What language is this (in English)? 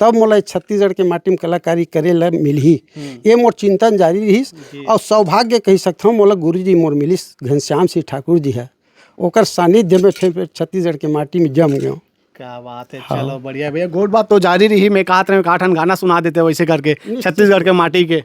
Chhattisgarhi